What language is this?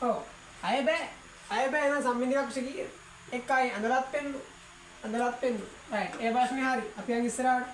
Sinhala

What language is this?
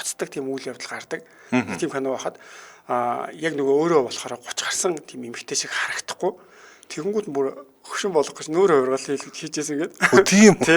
Mongolian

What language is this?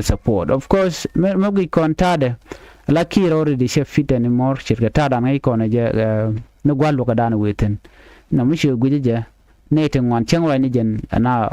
Nuer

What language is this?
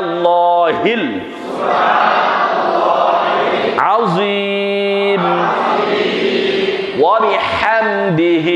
Bangla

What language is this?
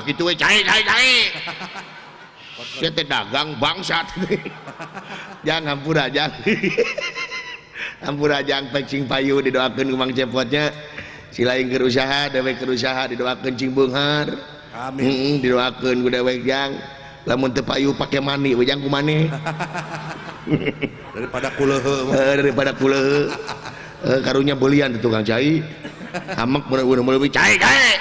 Sundanese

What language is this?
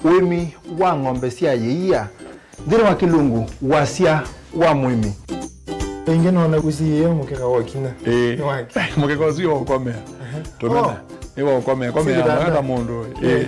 Kamba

